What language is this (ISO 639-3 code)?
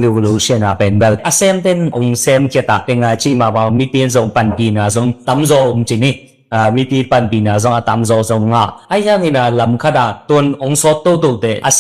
ctd